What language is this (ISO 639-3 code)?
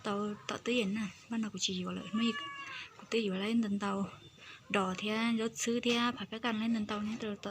hmn